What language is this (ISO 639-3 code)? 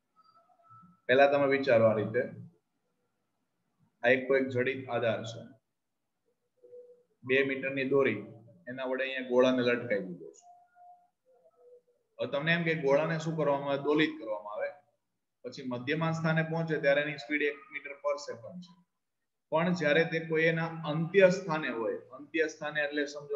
guj